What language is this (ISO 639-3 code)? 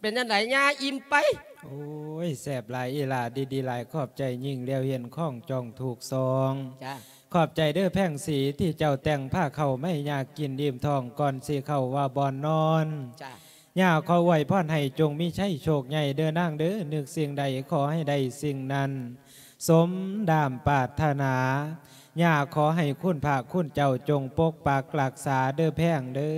lao